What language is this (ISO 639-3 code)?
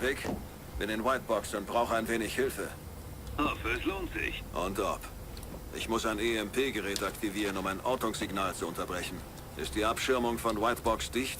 bar